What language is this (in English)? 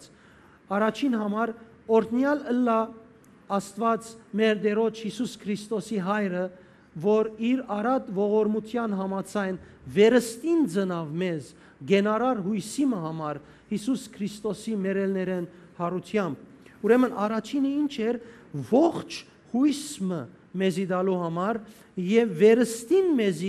Western Armenian